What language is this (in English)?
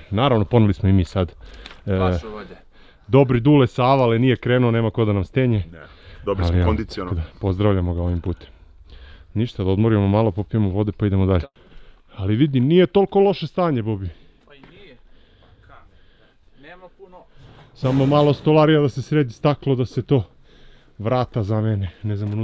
Serbian